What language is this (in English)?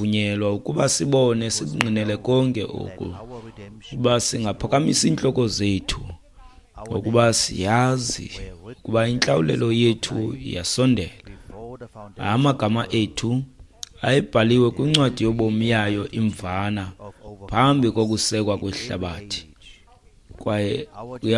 Xhosa